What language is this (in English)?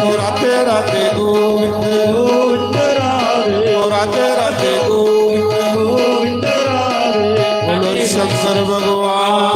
Dogri